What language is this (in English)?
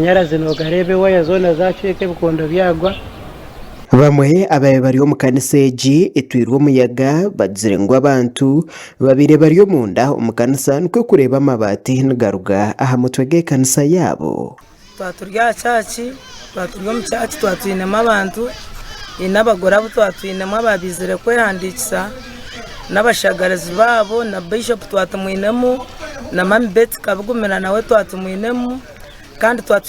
Nyankole